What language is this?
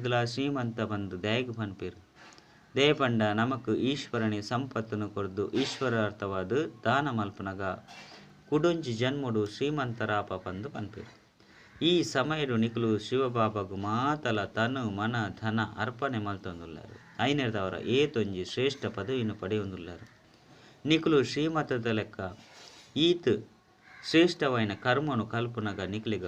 Tulu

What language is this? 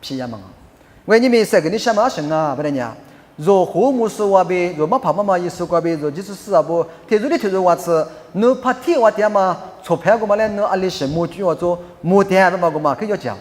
Lisu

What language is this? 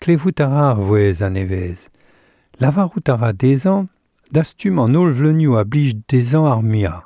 Breton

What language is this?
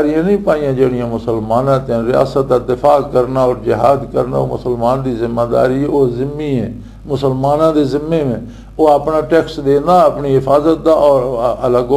Western Panjabi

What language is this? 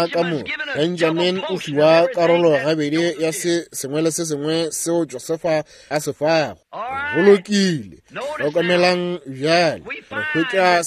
Northern Sotho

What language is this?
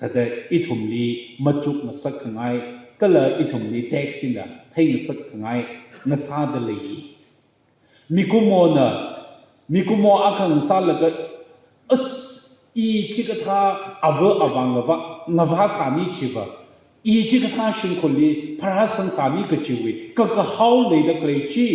Tangkhul Naga (India)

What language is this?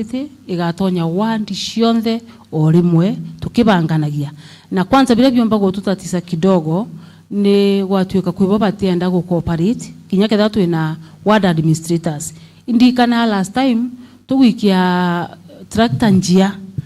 Meru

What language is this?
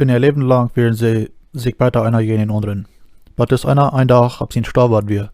Plautdietsch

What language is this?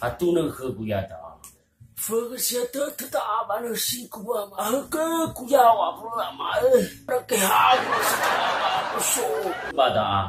Nias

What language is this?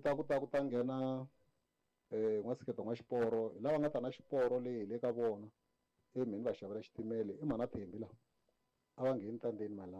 Tsonga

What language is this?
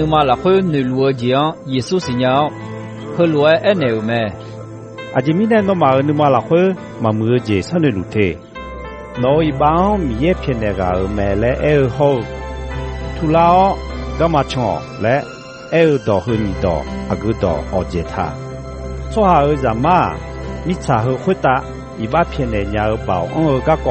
Akha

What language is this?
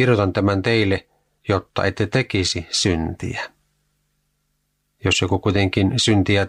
Finnish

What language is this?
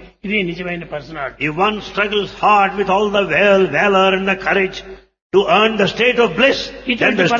Telugu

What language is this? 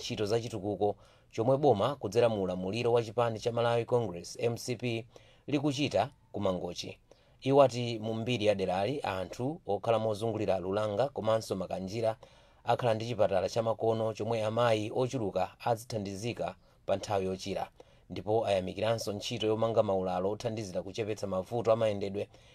Nyanja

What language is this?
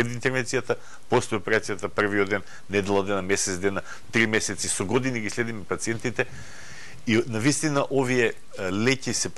Macedonian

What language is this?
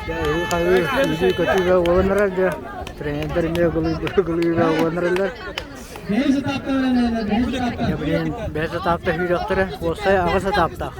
Yakut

